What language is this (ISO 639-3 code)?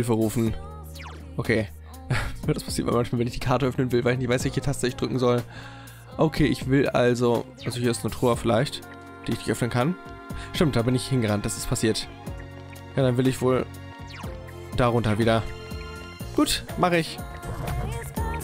deu